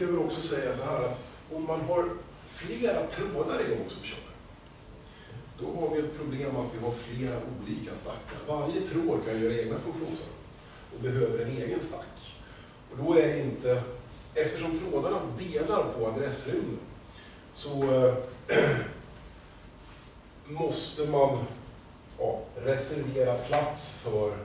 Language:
Swedish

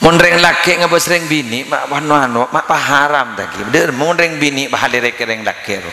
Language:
Madurese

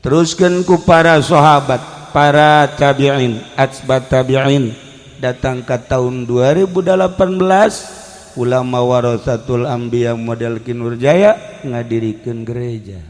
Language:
Sundanese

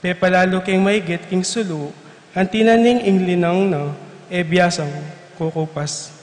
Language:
Pampanga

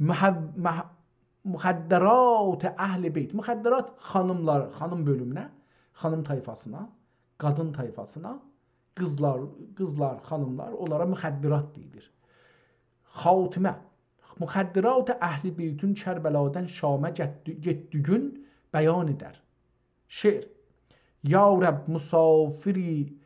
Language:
South Azerbaijani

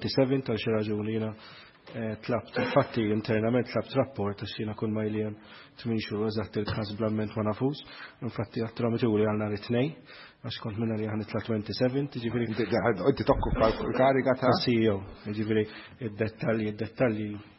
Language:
Maltese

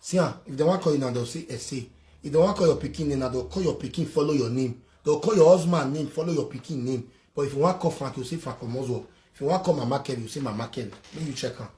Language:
Nigerian Pidgin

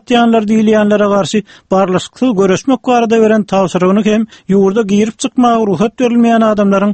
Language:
Turkmen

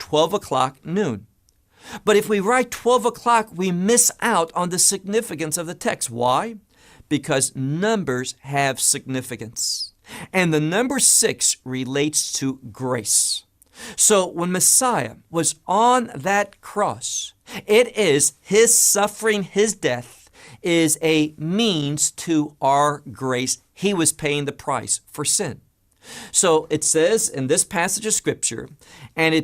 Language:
English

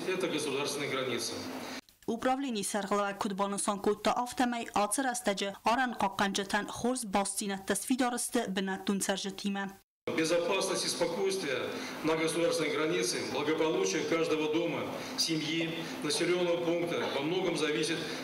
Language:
Ossetic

